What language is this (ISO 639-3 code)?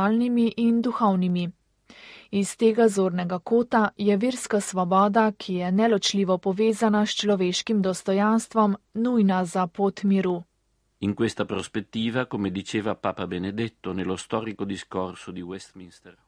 slv